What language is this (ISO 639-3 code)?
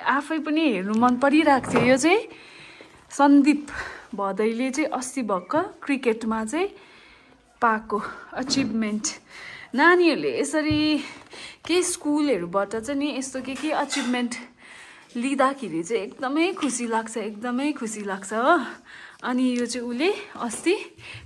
nep